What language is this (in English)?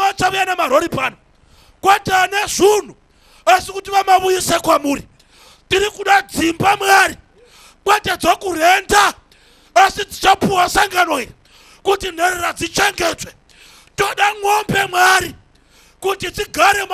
Shona